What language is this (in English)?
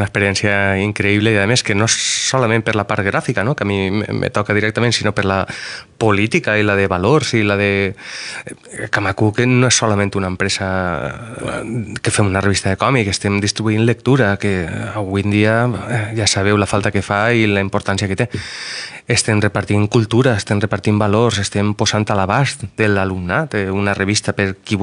Catalan